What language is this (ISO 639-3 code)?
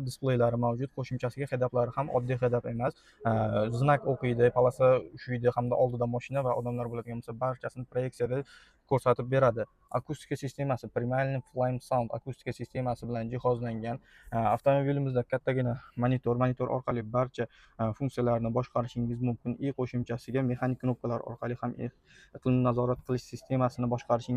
uzb